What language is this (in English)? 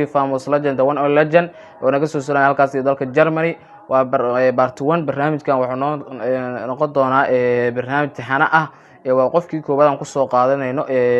Somali